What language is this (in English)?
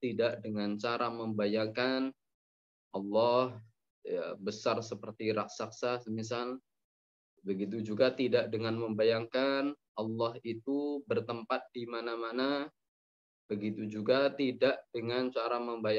Indonesian